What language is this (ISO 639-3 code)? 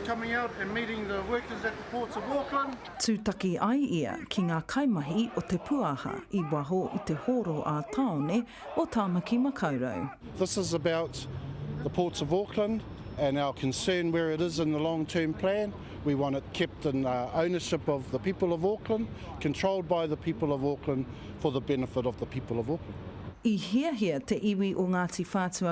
mri